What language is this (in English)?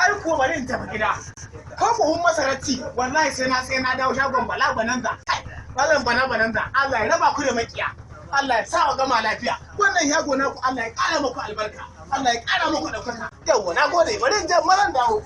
Hausa